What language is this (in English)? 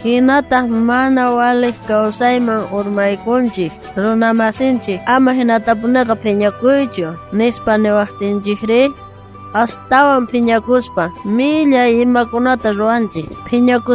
South Bolivian Quechua